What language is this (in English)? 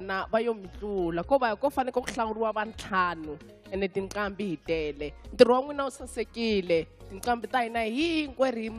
Tsonga